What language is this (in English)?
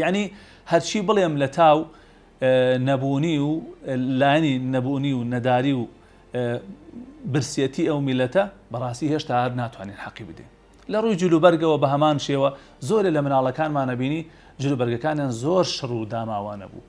Central Kurdish